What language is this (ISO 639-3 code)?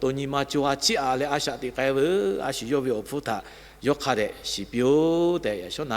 lhu